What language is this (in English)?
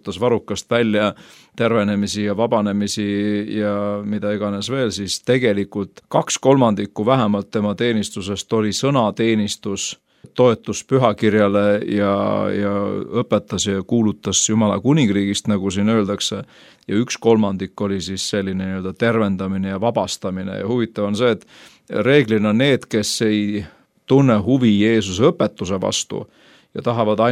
Estonian